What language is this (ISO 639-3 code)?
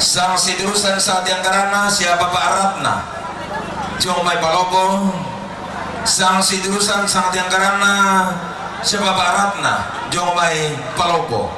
sda